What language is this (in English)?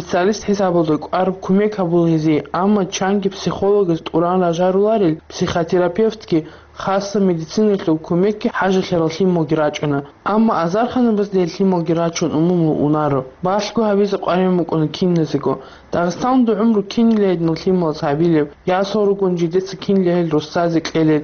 Avaric